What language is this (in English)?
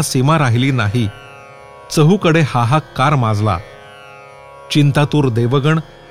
Marathi